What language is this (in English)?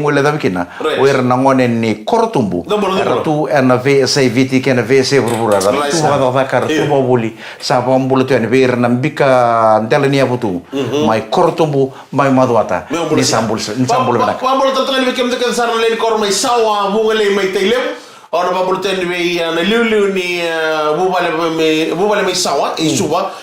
Fijian